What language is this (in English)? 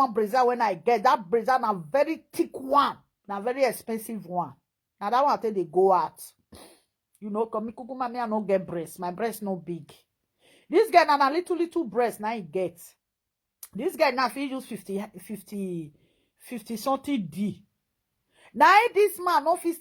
Nigerian Pidgin